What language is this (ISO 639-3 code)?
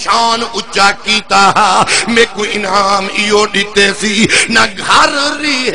skr